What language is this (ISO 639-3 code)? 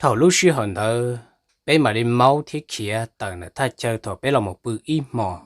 hmn